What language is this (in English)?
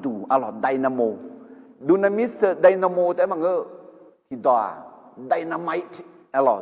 Akha